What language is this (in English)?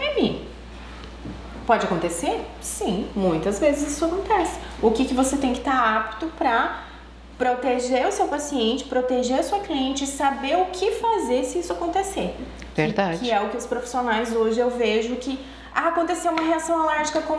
Portuguese